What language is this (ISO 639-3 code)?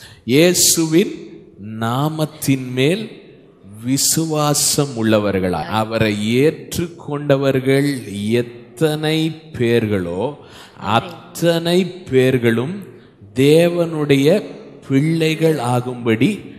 tam